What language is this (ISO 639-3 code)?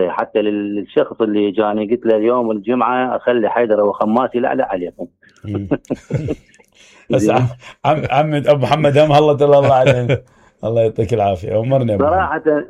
acm